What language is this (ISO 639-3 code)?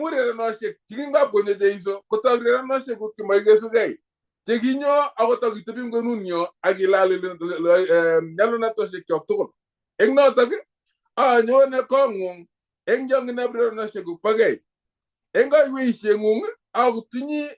kln